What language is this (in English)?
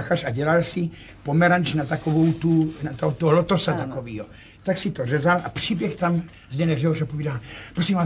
Czech